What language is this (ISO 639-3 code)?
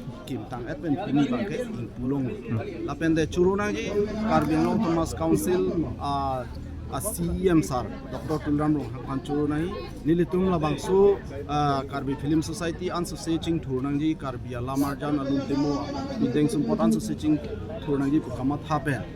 mjw